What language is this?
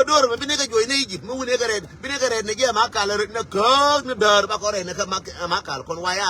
Nuer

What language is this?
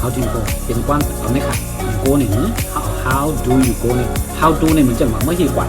Shan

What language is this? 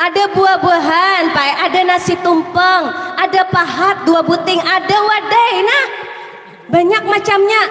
Banjar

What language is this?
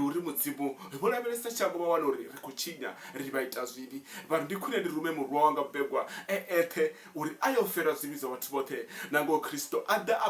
Venda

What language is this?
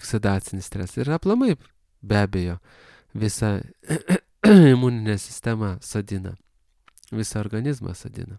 Lithuanian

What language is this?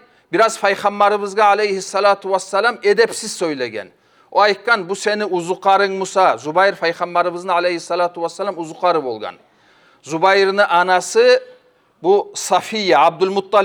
Kumyk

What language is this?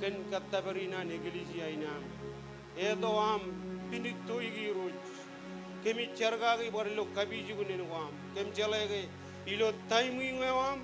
Marshallese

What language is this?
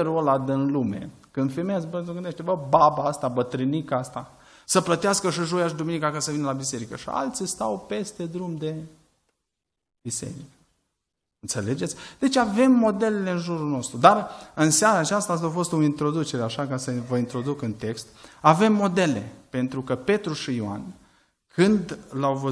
Romanian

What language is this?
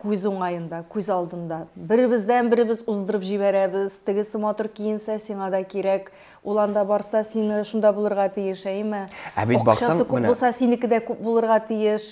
Tatar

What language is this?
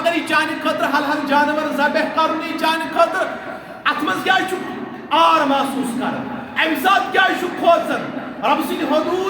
Kashmiri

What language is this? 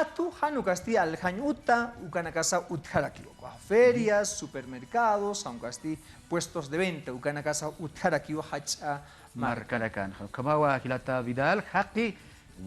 Aymara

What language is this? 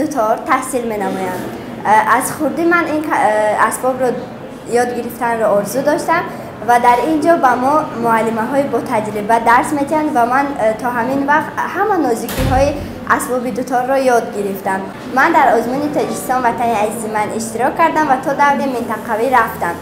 Tajik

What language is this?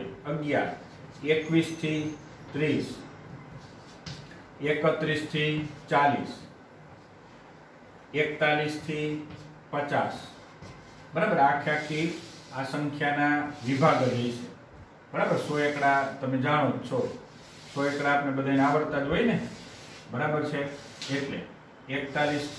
Gujarati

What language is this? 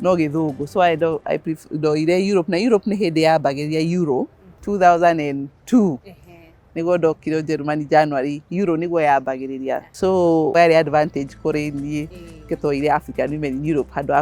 Kikuyu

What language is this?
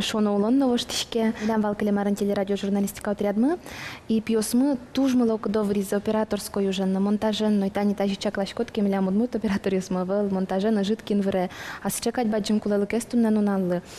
Udmurt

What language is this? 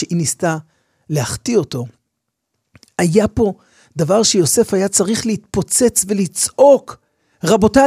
Hebrew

